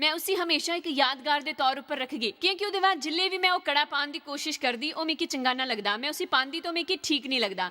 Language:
Dogri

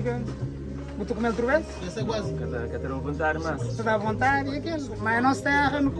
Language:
Kabuverdianu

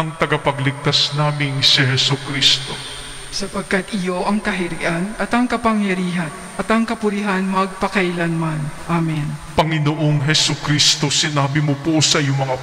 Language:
Filipino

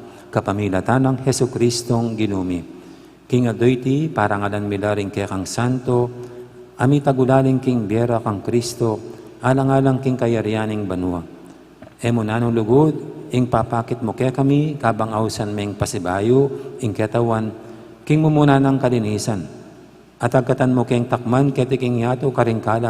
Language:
Pampanga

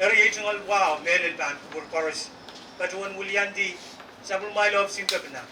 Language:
Pohnpeian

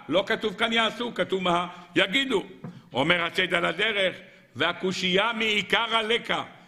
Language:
Hebrew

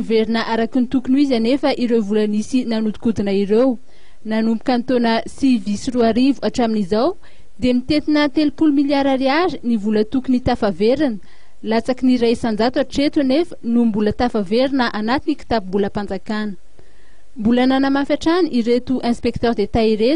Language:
Malagasy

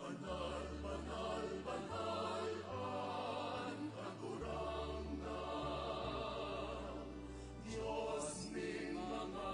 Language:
Bikol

